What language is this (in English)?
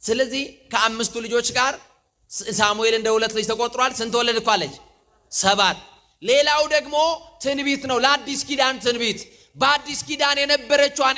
Amharic